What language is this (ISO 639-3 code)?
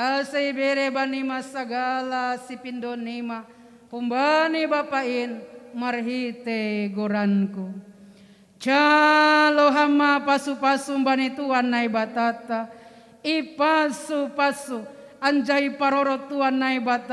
bts